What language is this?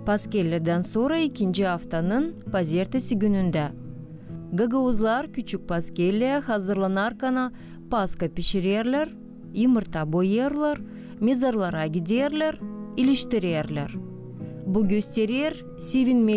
Gagauz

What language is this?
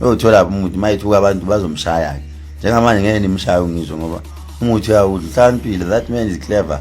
Zulu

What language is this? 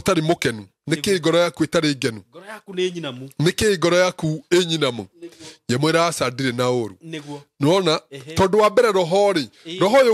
Kikuyu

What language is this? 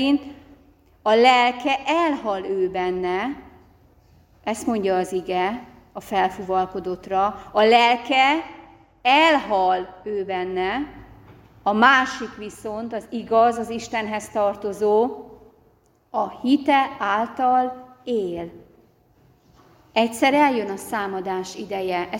Hungarian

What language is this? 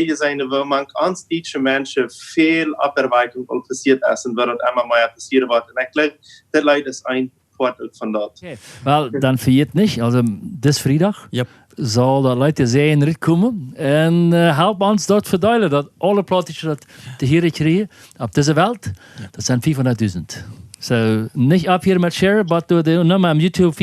Plautdietsch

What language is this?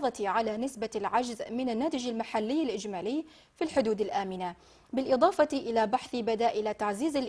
Arabic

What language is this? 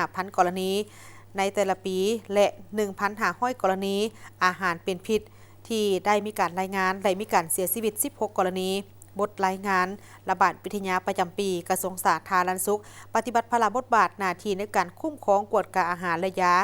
Lao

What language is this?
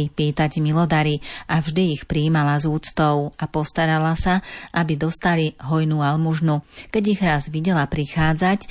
Slovak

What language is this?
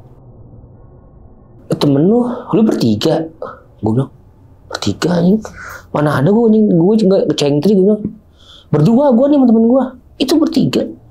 Indonesian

